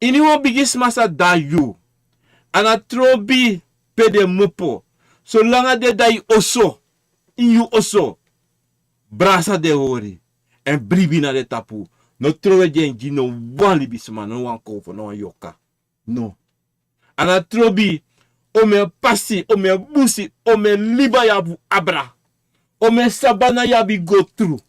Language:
Sranan Tongo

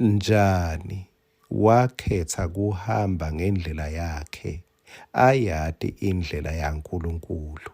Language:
Swati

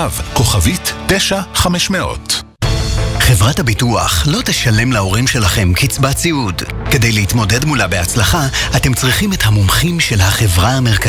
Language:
Hebrew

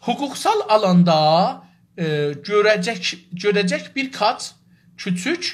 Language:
South Azerbaijani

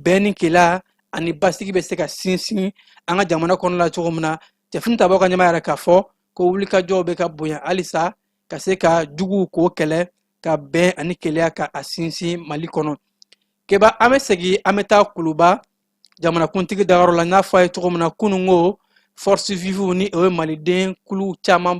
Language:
Bambara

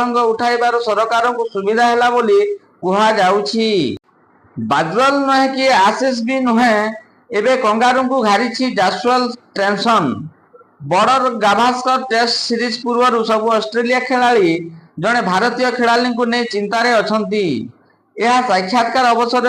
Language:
Odia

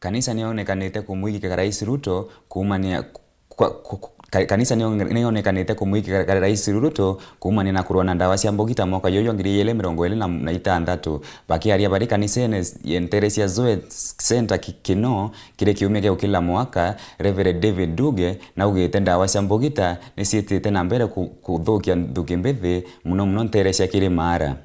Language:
Meru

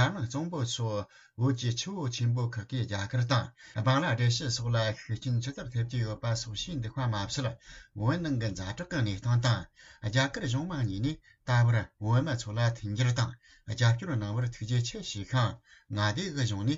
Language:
Tibetan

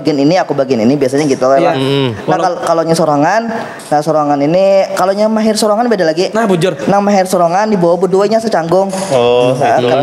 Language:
Banjar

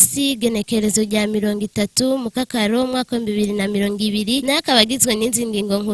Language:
Rundi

